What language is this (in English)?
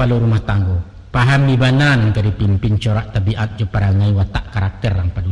Minangkabau